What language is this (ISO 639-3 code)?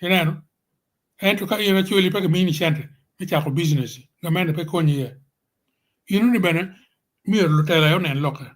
ach